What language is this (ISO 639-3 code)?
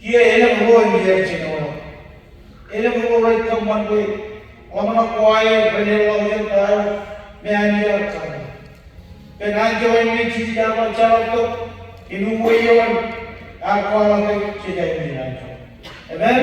mah